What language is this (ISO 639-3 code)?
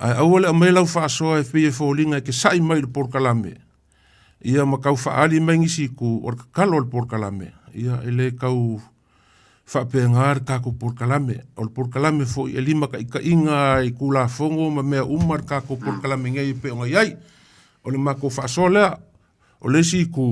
smo